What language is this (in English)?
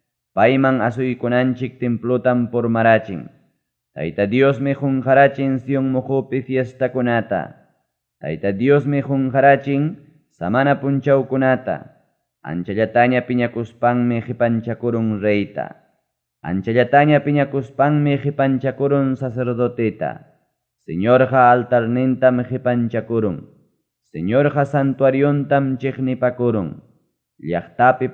Ayacucho Quechua